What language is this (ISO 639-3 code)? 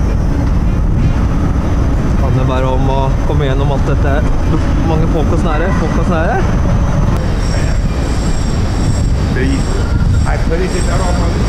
nor